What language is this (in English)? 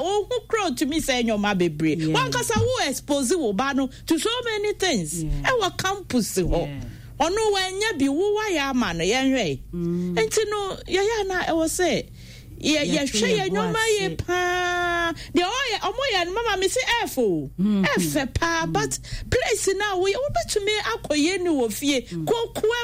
Akan